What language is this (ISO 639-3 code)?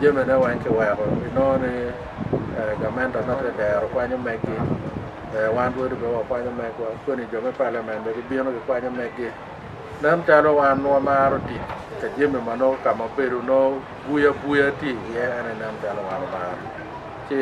ach